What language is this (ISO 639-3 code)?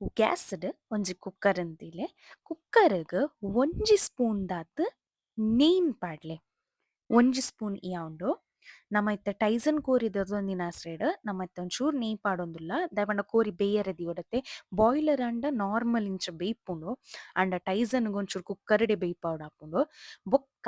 tcy